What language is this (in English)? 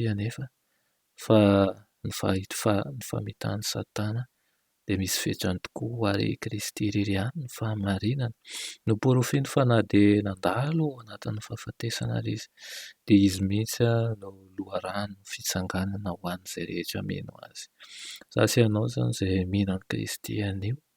Malagasy